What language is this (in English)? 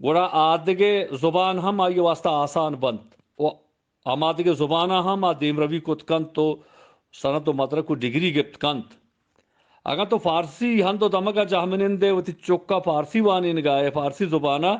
Eastern Balochi